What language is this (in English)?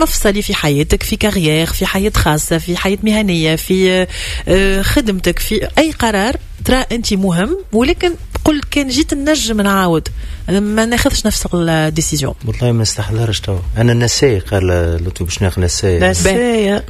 Tunisian Arabic